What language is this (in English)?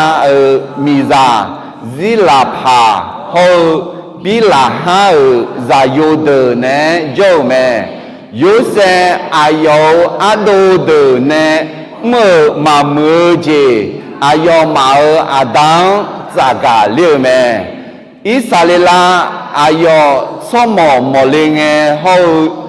Akha